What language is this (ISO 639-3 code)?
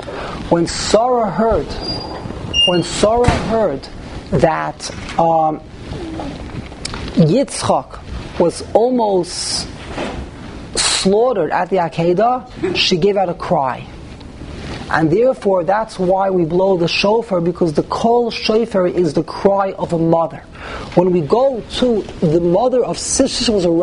eng